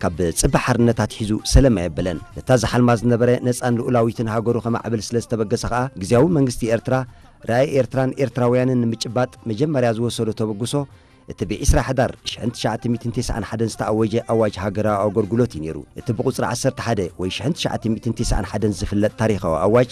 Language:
Tigrinya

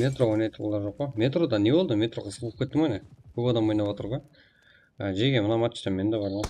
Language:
Kara-Kalpak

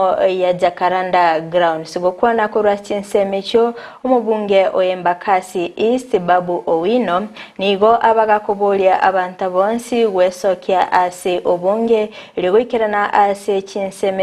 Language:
Gusii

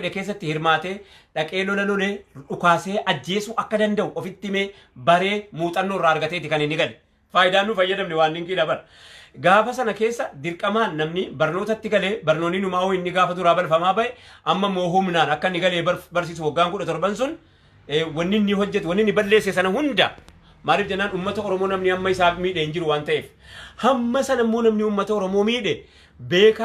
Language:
Oromo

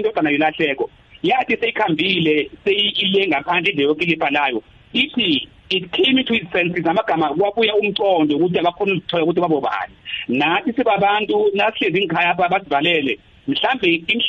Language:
South Ndebele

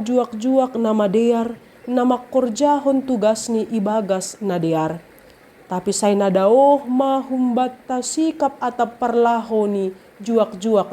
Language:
Batak Simalungun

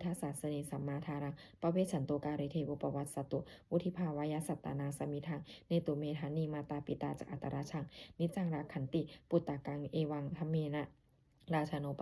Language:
Pali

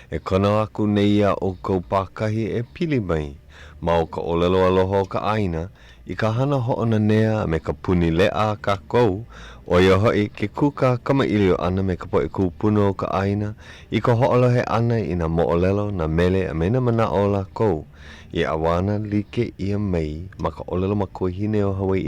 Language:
Hawaiian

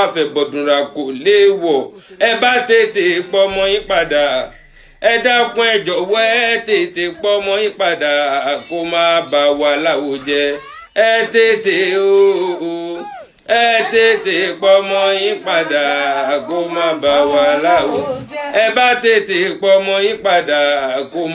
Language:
Yoruba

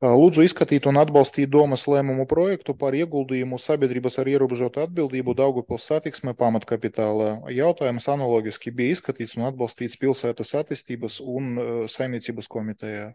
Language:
Latvian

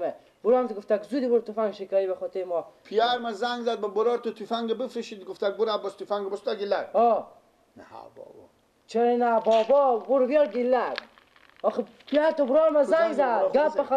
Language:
Persian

